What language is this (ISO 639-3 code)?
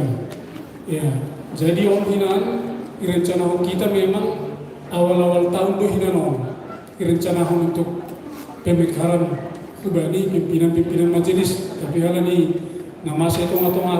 bts